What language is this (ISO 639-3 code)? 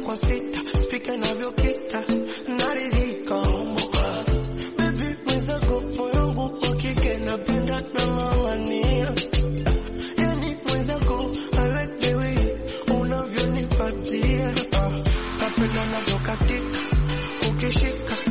swa